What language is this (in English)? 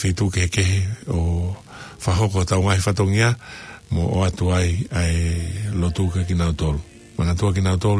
Tongan